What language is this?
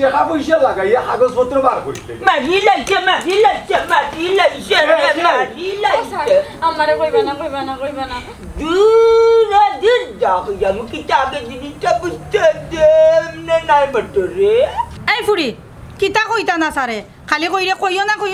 Sylheti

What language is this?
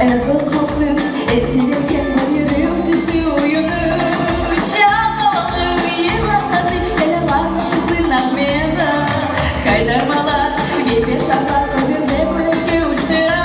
Crimean Tatar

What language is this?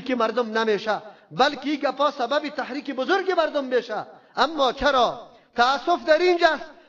Persian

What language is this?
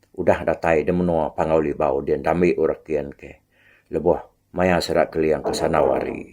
Iban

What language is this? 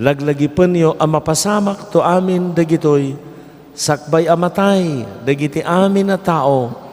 Iloko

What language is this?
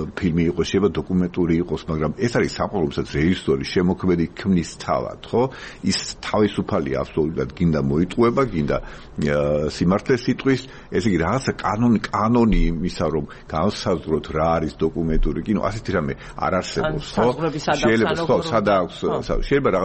Georgian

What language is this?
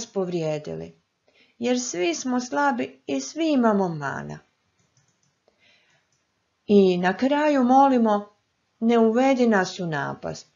Croatian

